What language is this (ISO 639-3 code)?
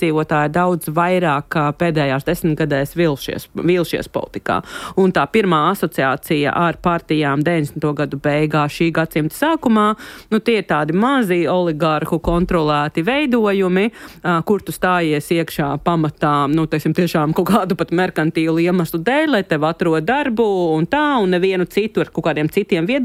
lav